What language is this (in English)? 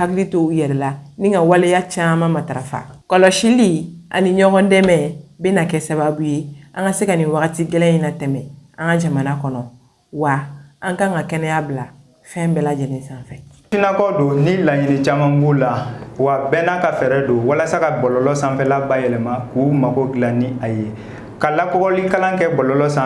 Bambara